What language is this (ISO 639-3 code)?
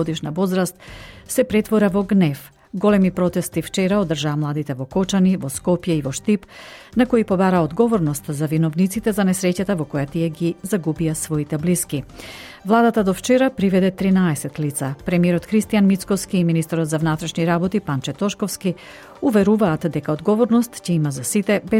mkd